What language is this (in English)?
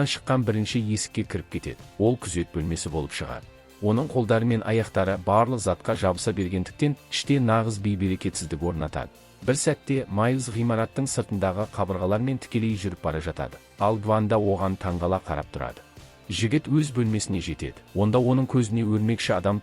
Kazakh